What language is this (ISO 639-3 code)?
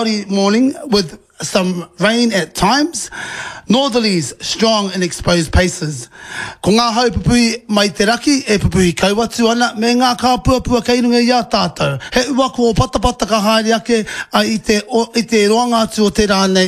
mri